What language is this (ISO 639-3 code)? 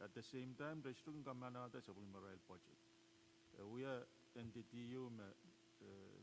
pon